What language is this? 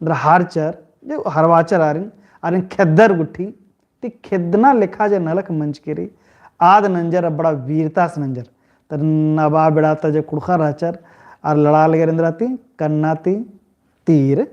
Kurukh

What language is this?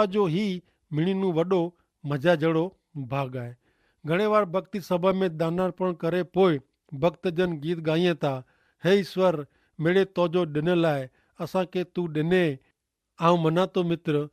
Kachhi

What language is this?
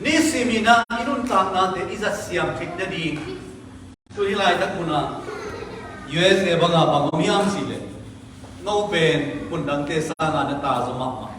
Tedim Chin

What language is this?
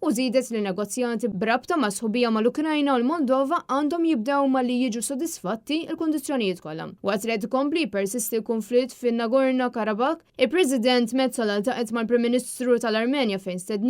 Maltese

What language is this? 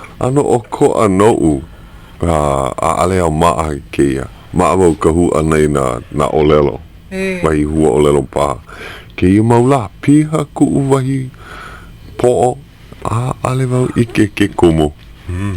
Hawaiian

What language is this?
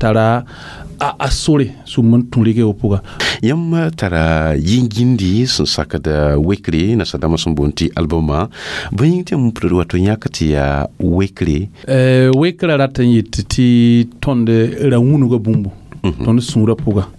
Mossi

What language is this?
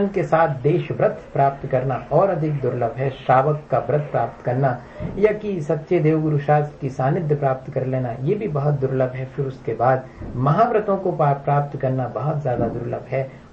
Hindi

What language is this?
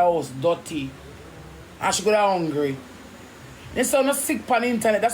Jamaican Creole English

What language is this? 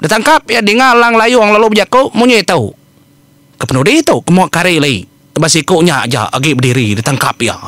Iban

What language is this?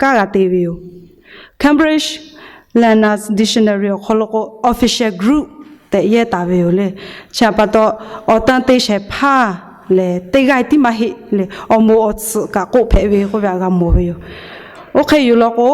Lahu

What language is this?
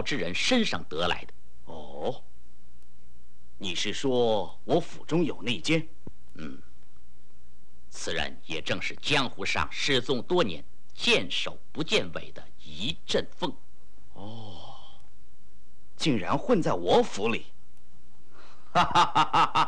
Chinese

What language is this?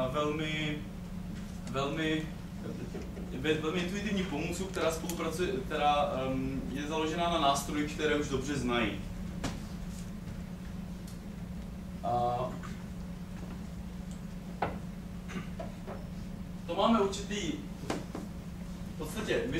Czech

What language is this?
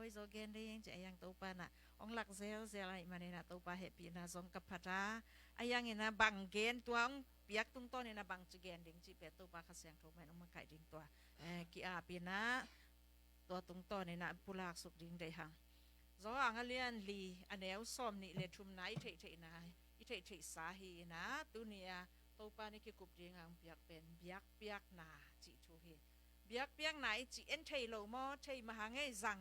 Tedim Chin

